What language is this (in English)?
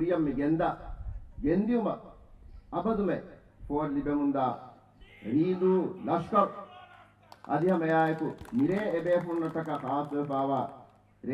Divehi